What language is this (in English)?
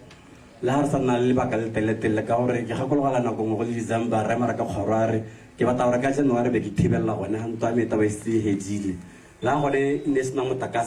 Tswana